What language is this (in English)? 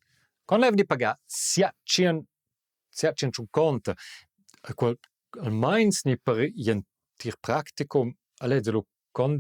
Romansh